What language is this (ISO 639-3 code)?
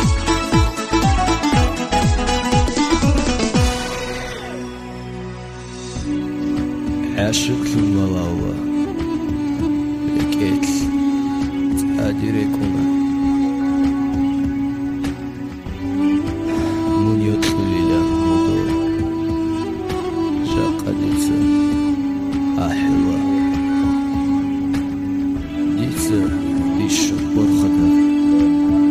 ron